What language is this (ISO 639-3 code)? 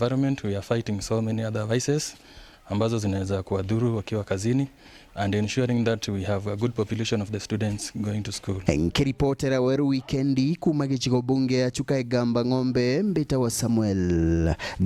mer